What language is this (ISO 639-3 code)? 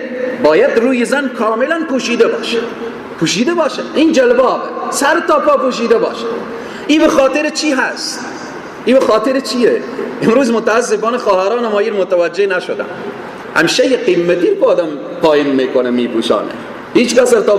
fas